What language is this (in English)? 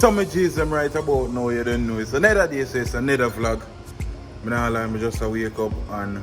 Jamaican Creole English